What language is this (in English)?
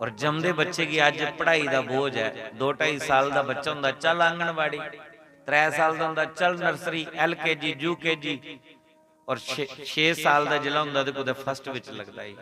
Dogri